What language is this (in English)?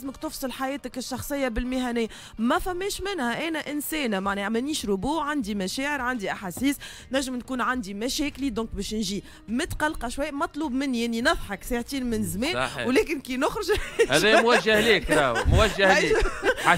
Tunisian Arabic